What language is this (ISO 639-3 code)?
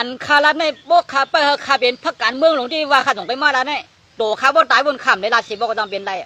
shn